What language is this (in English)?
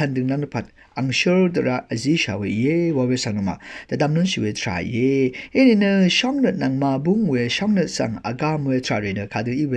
Rawang